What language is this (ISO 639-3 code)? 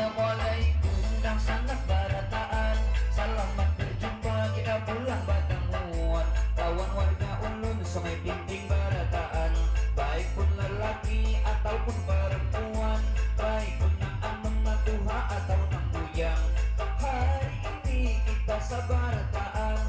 bjn